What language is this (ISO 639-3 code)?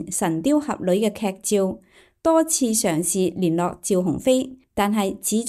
yue